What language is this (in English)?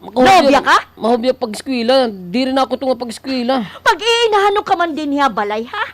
Waray